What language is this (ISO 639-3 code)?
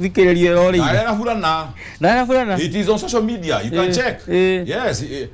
kik